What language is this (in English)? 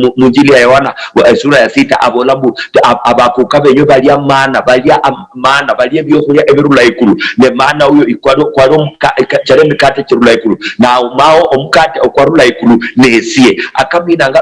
Luyia